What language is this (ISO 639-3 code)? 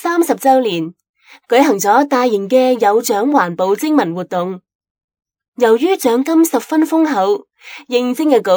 yue